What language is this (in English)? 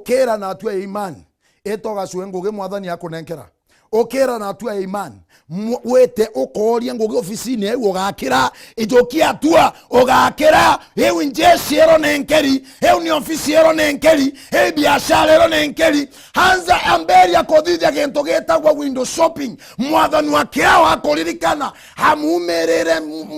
Meru